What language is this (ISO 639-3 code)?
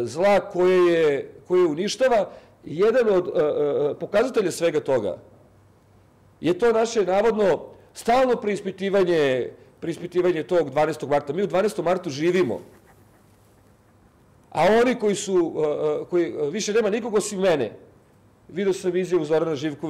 srp